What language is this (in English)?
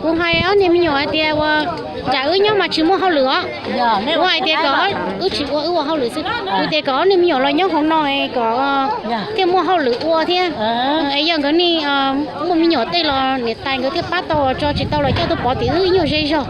Hmong